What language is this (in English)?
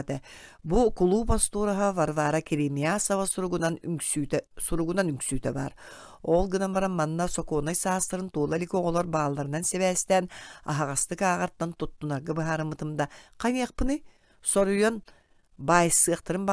Yakut